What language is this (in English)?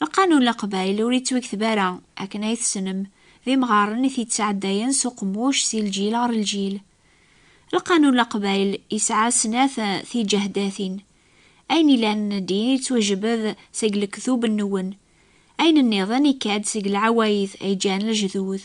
Kabyle